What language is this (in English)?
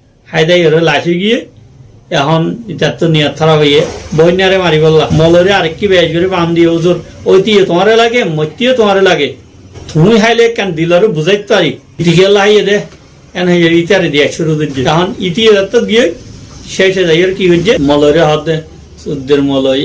Rohingya